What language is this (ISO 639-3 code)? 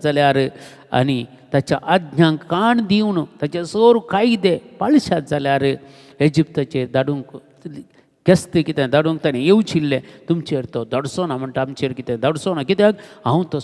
kok